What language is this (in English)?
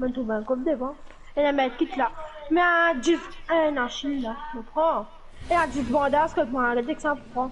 Morisyen